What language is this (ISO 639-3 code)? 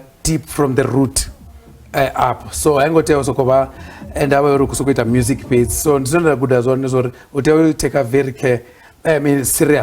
ven